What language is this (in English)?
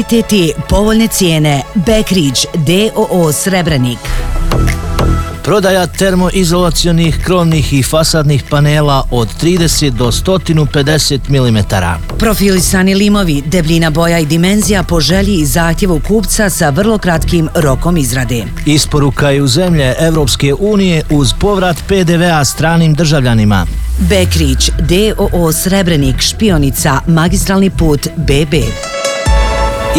Bosnian